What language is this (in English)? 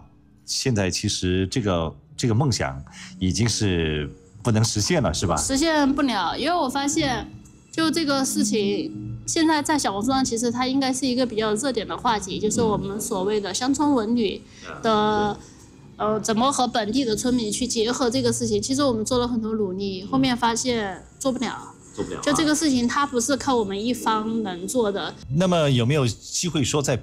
Chinese